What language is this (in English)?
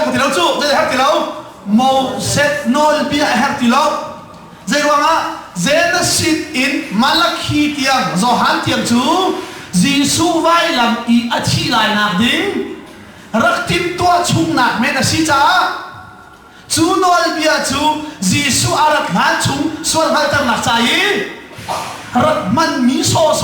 Hakha Chin